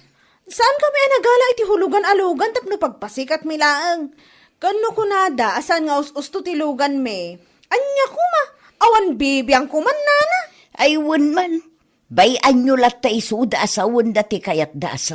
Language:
Iloko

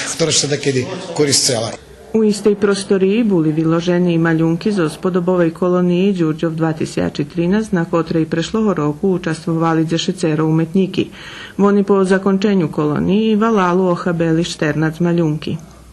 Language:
Rusyn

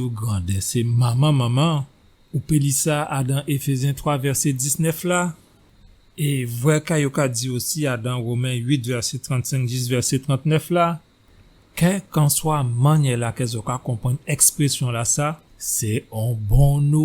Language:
Guadeloupean Creole French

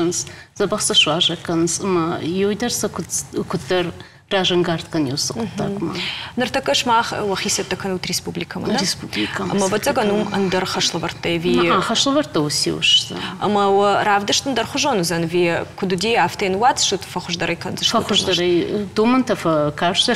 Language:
Ossetic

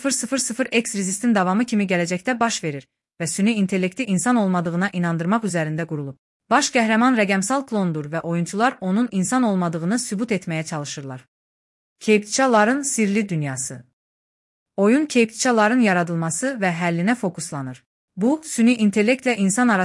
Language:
Azerbaijani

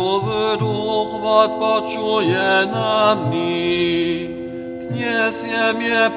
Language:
Upper Sorbian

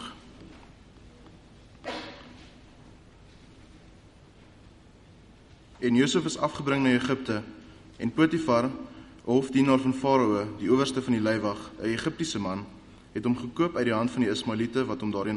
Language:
Afrikaans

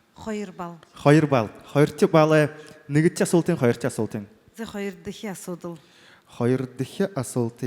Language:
Buriat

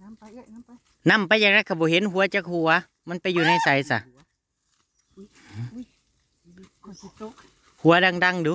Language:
Northeastern Thai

